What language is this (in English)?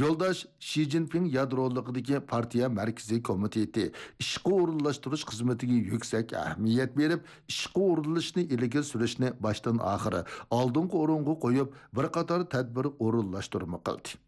Uyghur